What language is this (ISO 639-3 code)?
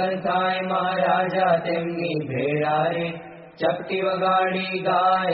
guj